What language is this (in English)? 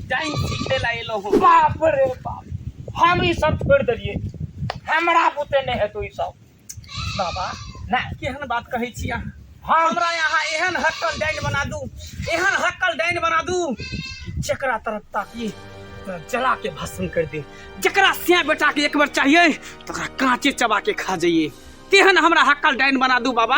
Maithili